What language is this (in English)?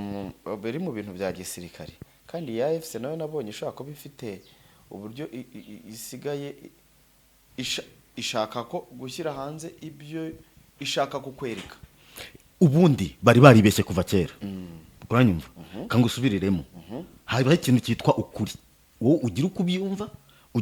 Kinyarwanda